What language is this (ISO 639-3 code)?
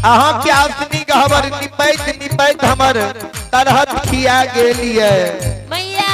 mai